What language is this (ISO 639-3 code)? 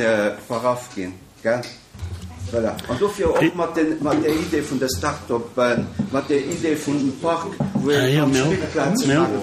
ltz